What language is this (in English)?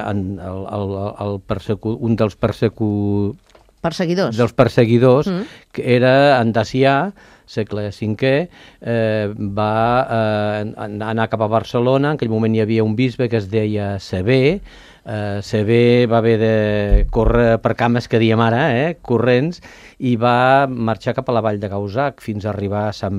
Catalan